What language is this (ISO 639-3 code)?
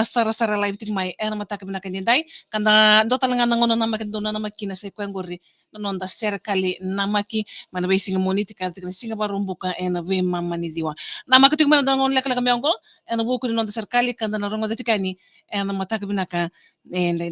fij